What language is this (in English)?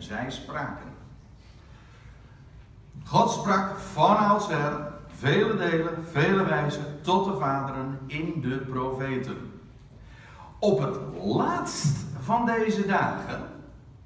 Dutch